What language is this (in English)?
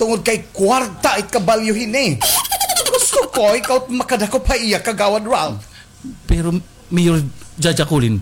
Waray